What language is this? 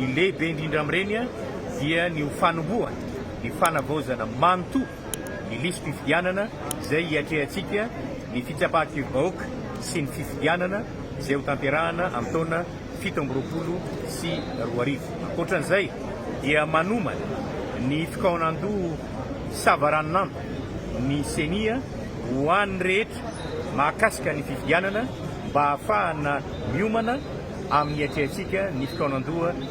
Malagasy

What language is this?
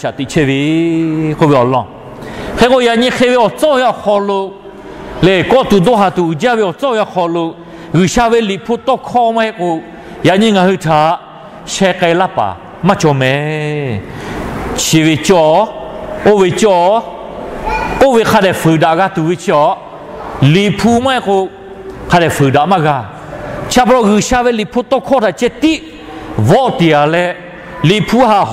Lahu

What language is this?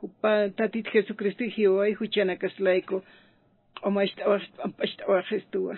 Aymara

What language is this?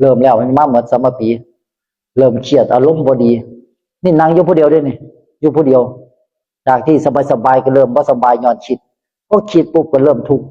Northeastern Thai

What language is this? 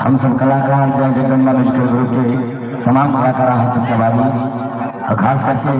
Maithili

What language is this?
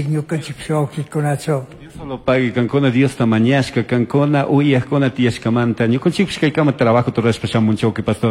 Chimborazo Highland Quichua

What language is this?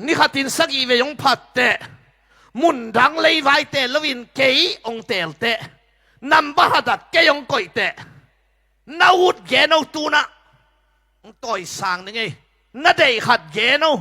Tedim Chin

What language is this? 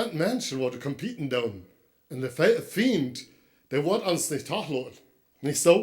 Plautdietsch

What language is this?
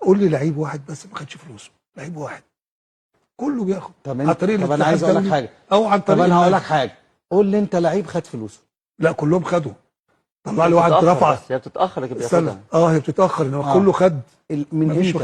Egyptian Arabic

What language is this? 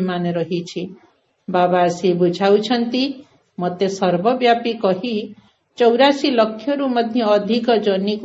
Odia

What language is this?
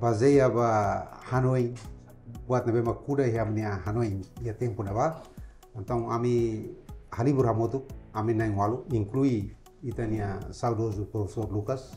Tetum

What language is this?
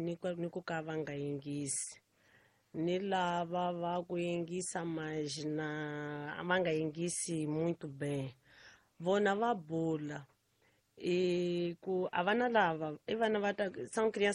Tsonga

